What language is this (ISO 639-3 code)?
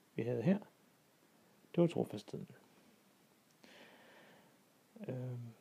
dan